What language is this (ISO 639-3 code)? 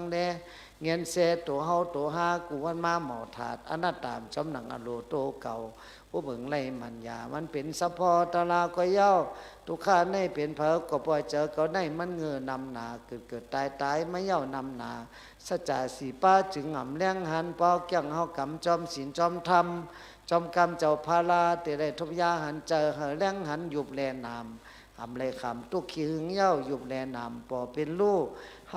shn